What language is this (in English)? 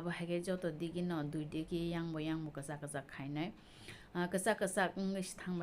Kok Borok